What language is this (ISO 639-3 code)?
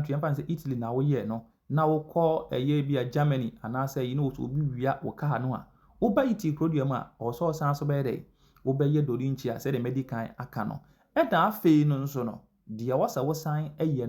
aka